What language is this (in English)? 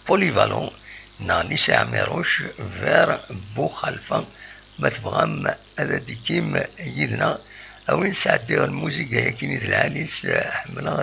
Kabyle